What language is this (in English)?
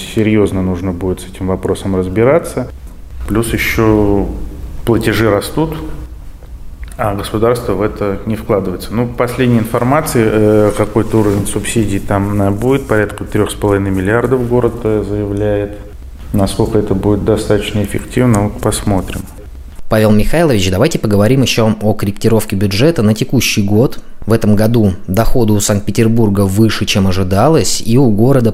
Russian